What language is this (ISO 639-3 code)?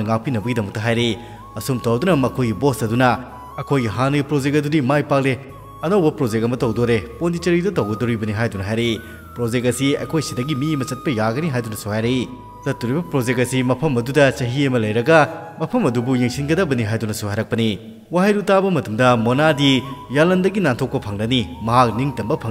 mni